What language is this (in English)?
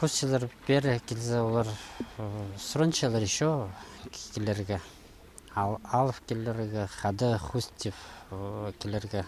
Khakas